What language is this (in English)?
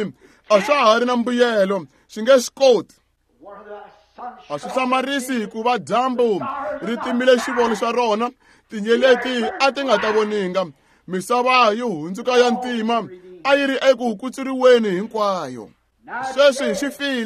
Tsonga